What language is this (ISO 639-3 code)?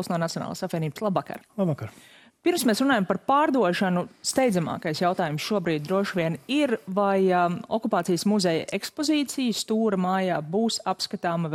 lav